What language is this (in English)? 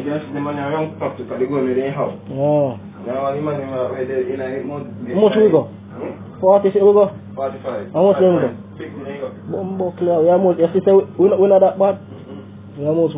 Jamaican Creole English